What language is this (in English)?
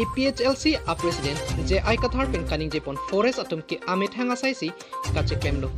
Karbi